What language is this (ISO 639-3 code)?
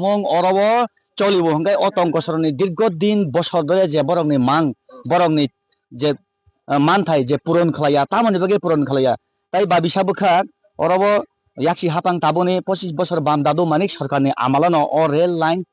trp